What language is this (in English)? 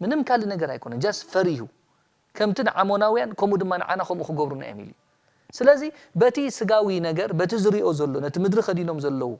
Tigrinya